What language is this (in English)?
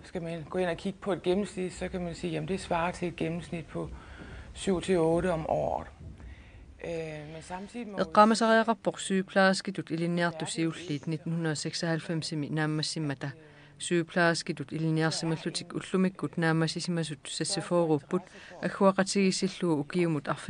Kalaallisut